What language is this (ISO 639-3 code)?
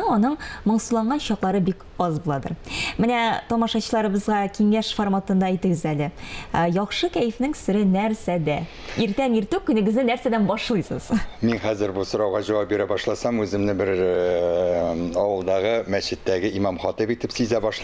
tat